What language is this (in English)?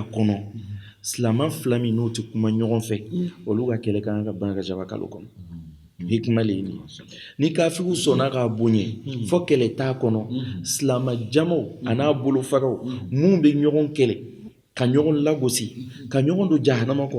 Bambara